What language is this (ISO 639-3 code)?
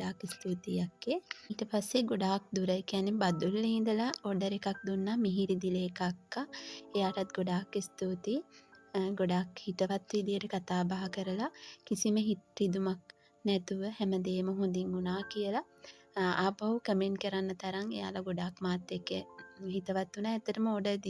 sin